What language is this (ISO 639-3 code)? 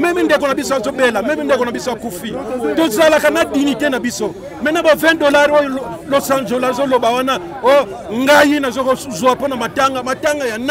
lin